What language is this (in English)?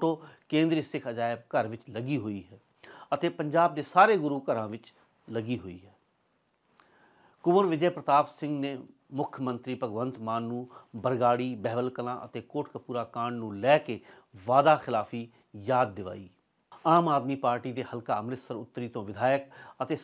Punjabi